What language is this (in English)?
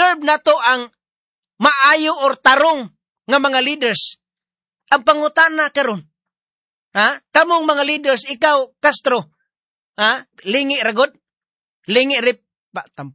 Cebuano